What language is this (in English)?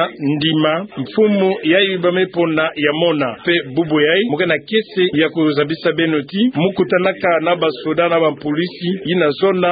Kituba (Democratic Republic of Congo)